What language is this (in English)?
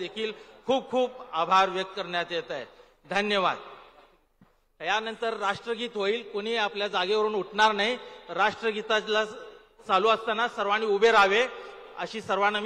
Marathi